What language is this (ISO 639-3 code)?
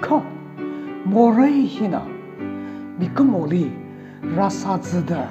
nmf